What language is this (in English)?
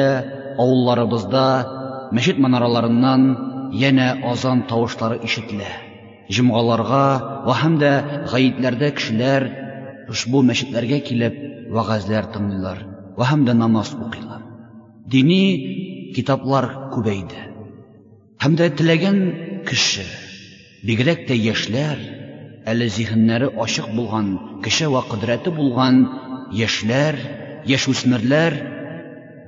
Tatar